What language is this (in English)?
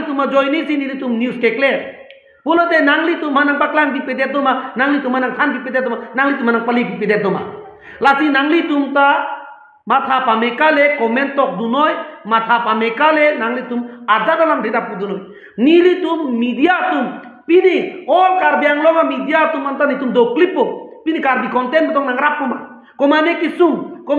Karbi